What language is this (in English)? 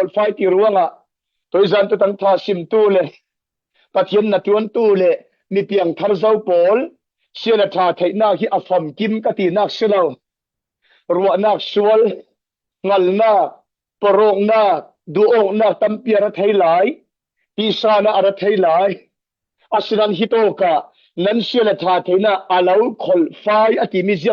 Falam Chin